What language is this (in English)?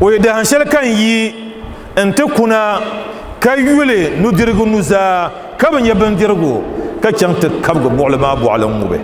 Dagbani